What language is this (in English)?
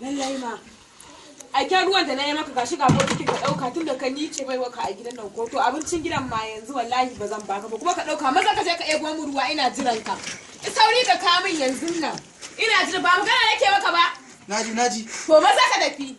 Hausa